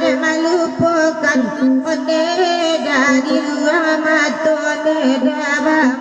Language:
Minangkabau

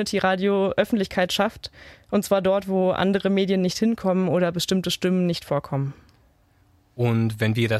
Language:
German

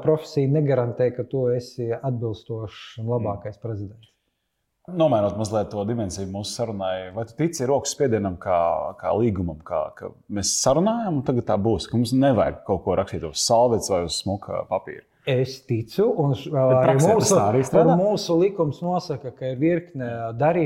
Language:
Latvian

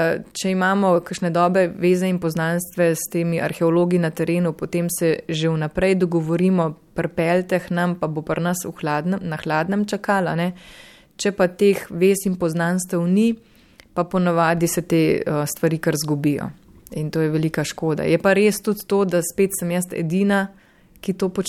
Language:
Slovenian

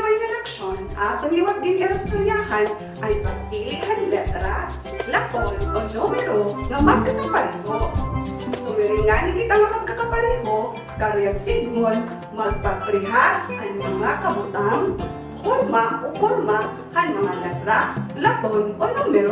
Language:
Waray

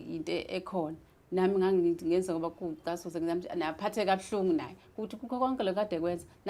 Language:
Zulu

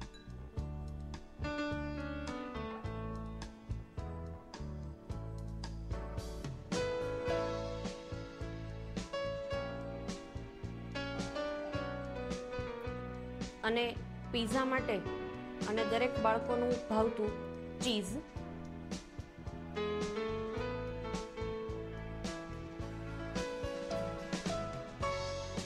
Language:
Gujarati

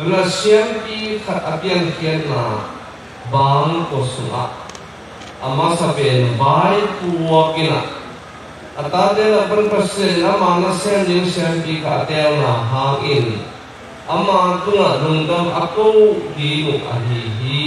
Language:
Tedim Chin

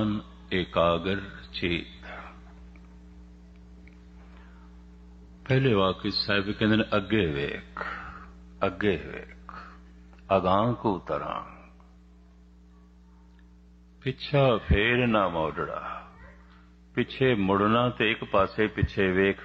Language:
Punjabi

